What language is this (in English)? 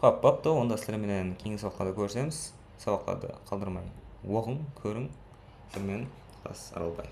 Kara-Kalpak